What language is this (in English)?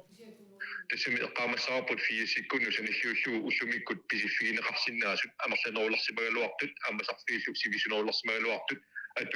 Kalaallisut